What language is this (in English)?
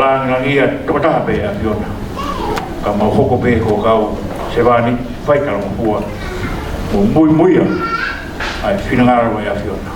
Tongan